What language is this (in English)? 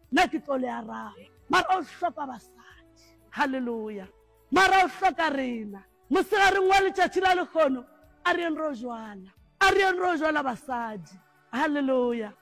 Northern Sotho